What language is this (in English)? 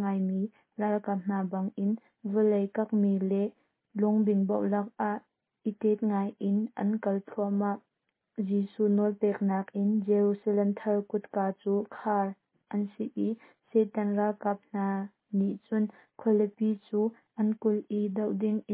Hakha Chin